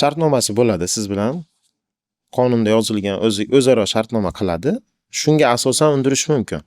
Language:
Uzbek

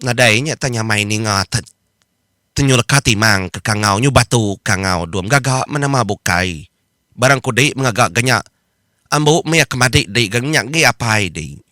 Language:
Iban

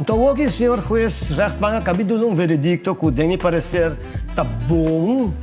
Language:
Papiamento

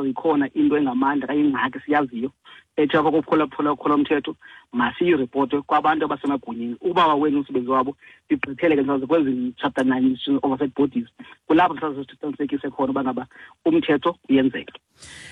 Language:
Xhosa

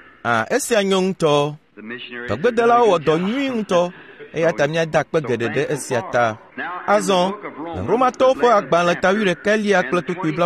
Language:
Ewe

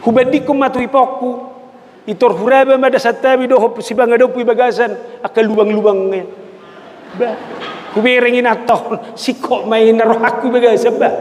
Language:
Batak Toba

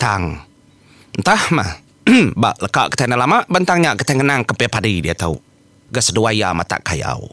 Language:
Iban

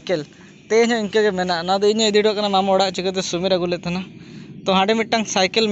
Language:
Santali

